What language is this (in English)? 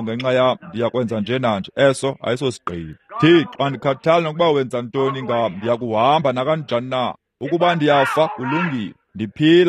Xhosa